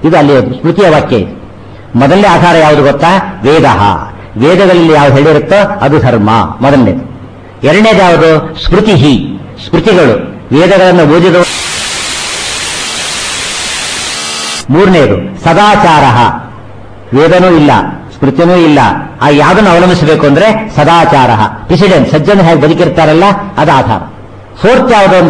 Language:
Kannada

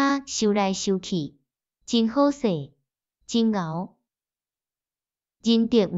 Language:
Min Nan Chinese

